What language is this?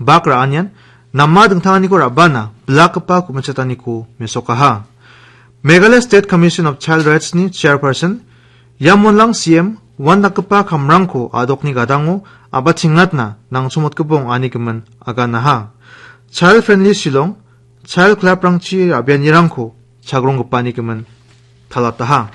Garo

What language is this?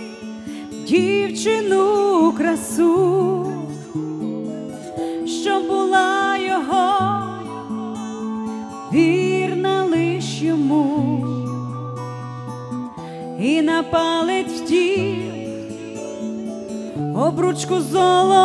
Ukrainian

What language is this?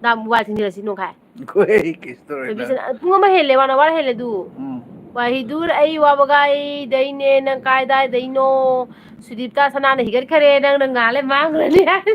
Manipuri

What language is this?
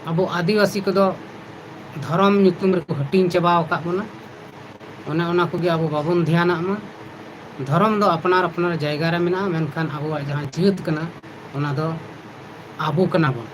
Santali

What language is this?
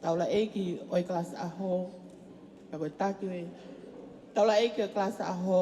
Tongan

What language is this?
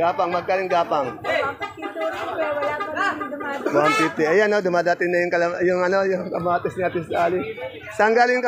Filipino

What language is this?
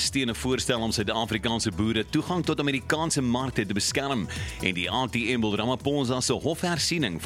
Afrikaans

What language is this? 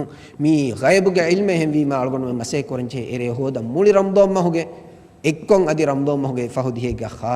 Divehi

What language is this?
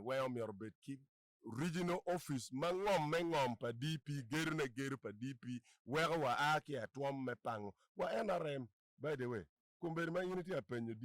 Acoli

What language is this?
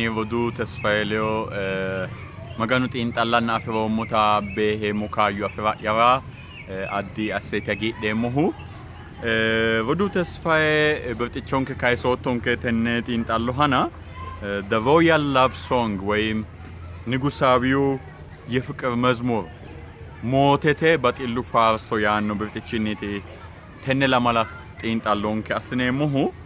Sidamo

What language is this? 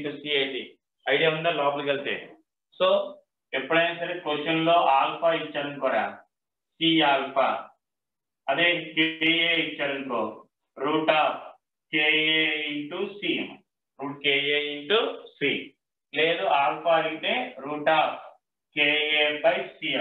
Telugu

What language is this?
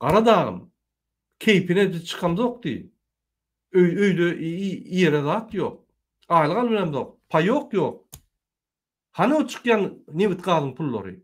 Turkmen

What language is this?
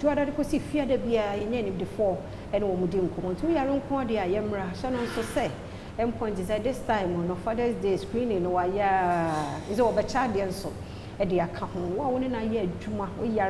Akan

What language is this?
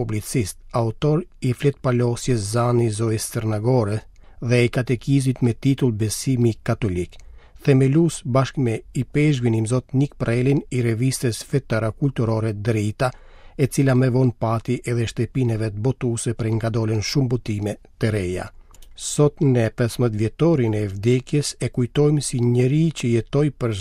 Albanian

